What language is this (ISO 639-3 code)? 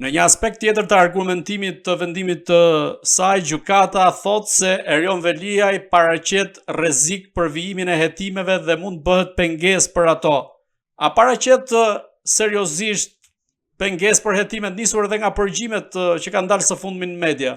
sqi